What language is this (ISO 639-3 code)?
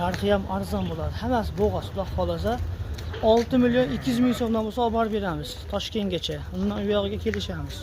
uzb